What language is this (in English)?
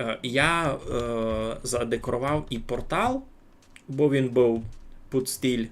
Rusyn